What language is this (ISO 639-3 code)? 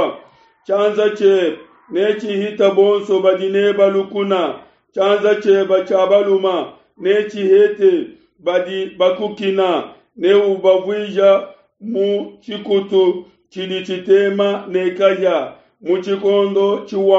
lua